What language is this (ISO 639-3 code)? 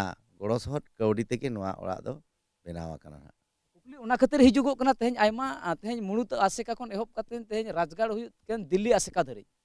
sat